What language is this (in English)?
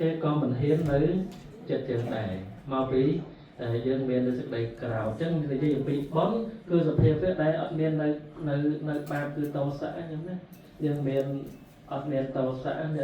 Khmer